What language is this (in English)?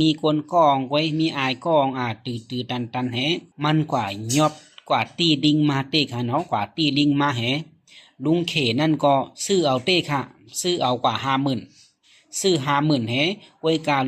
Shan